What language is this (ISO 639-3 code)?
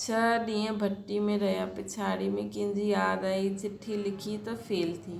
snd